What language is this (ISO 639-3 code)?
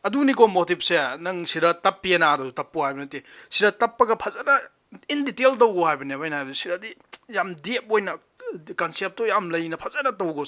mni